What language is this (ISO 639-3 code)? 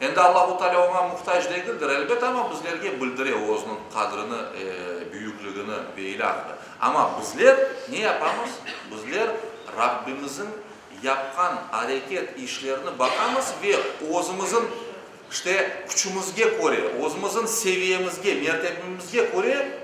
crh